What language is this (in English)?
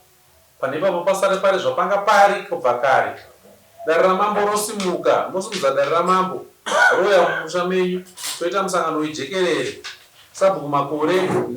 Shona